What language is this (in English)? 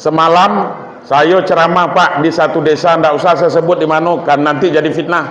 Minangkabau